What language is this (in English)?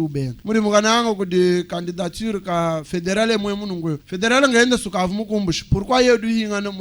Luba-Lulua